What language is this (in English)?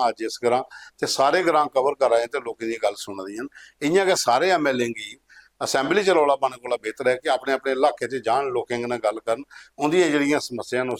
Dogri